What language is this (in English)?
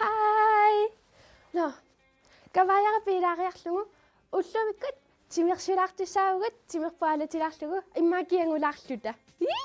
Kalaallisut